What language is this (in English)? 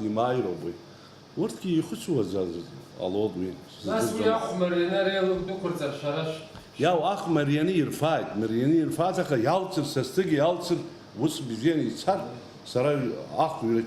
Abkhazian